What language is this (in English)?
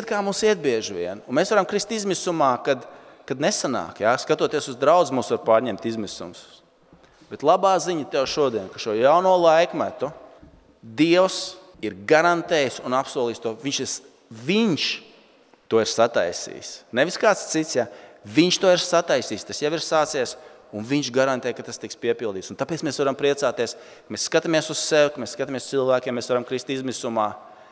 Latvian